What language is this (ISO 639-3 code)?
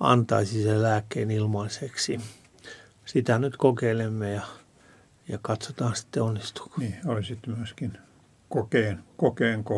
fin